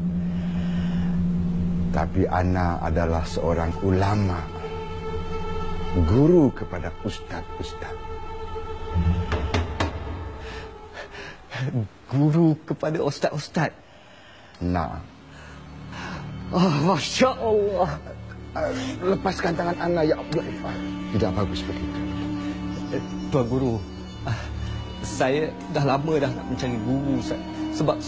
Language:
Malay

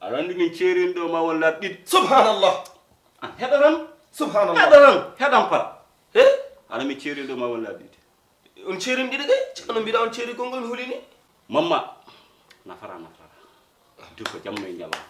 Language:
Fula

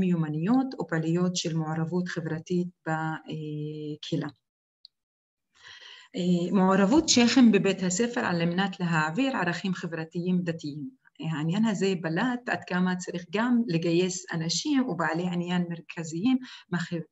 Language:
Hebrew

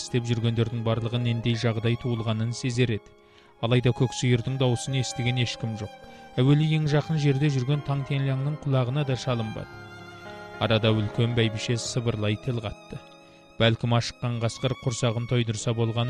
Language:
Kazakh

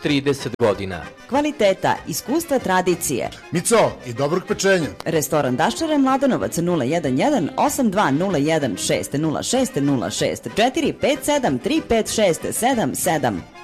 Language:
Serbian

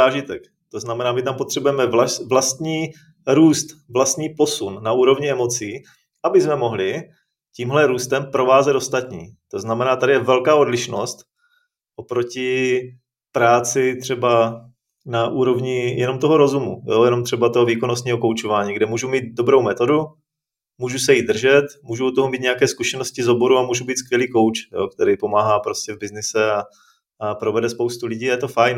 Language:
Czech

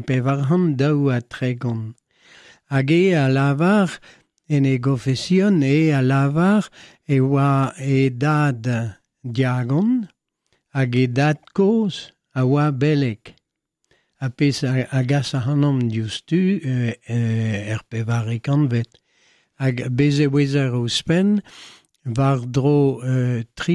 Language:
Breton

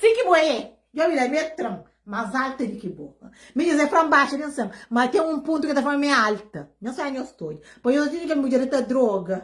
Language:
Kabuverdianu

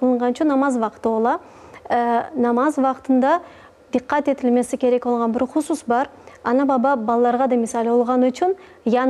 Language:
Crimean Tatar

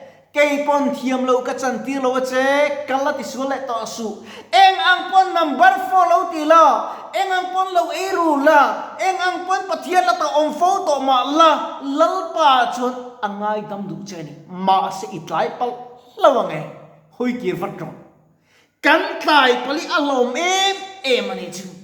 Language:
Mizo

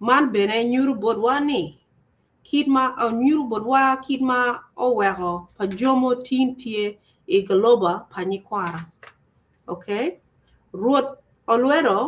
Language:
Acoli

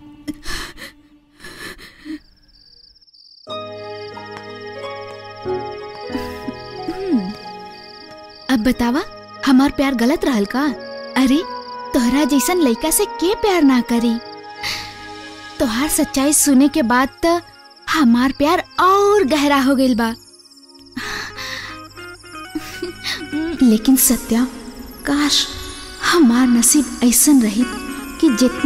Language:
Bhojpuri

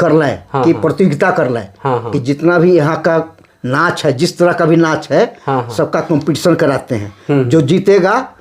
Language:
Sadri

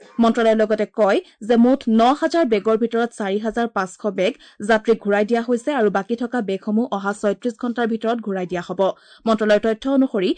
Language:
Assamese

